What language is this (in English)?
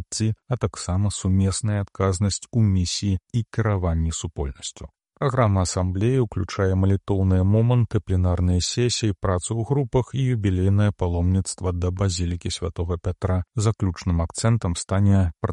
Belarusian